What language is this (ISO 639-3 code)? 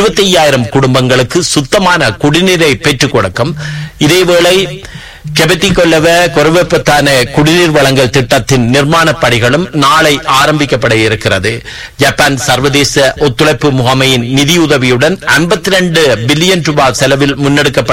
tam